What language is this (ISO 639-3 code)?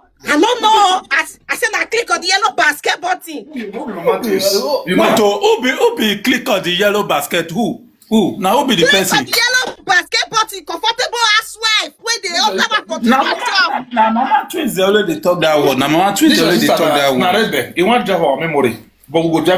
pcm